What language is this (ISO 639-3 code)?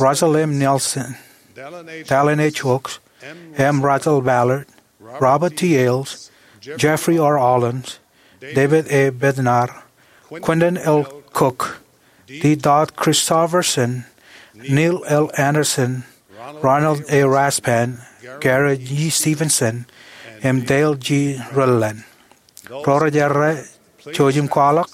mah